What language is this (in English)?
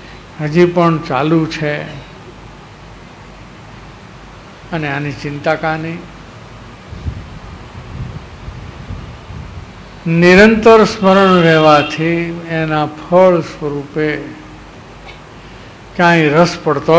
Gujarati